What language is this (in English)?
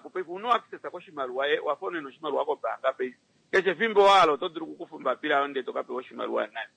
Kuanyama